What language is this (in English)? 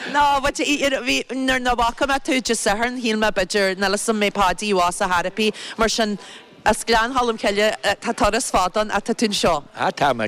Irish